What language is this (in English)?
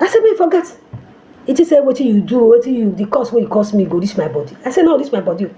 Nigerian Pidgin